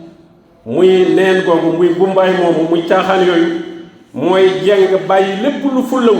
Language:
Wolof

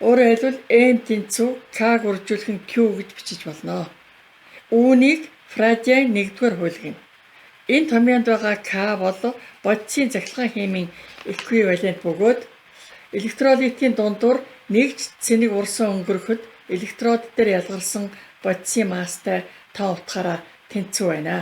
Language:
Mongolian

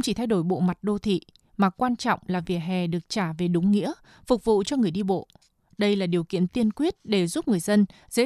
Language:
Vietnamese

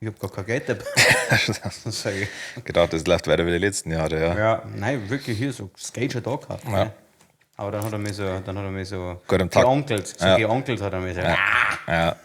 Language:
Bavarian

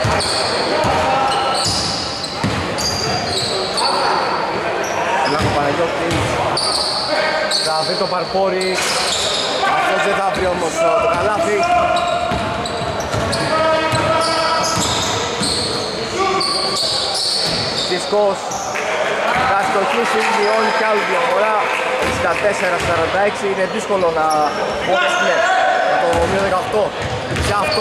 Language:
Greek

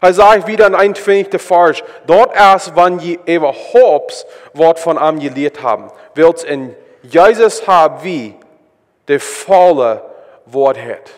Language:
Plautdietsch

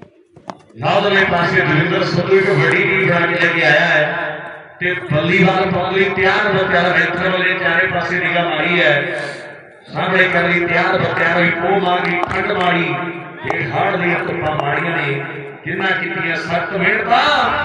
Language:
Punjabi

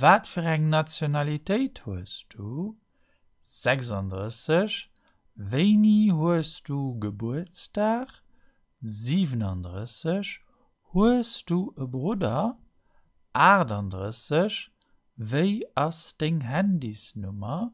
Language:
Luxembourgish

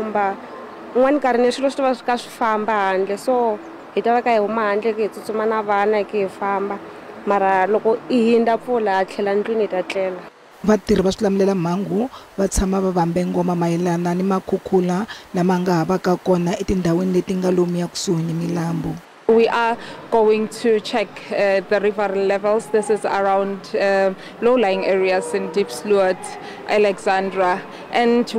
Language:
Tsonga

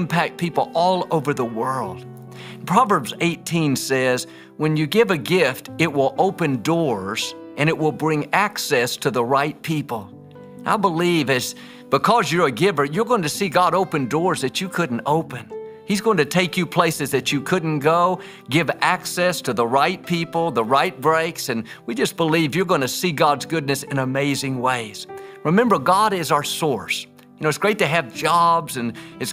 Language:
English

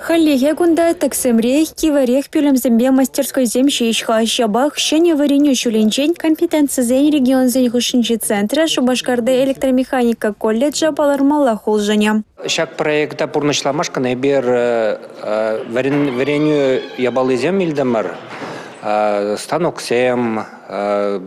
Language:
Chuvash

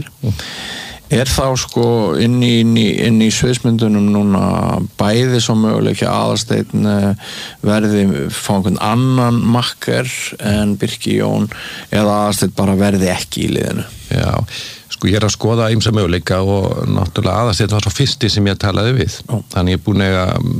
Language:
Icelandic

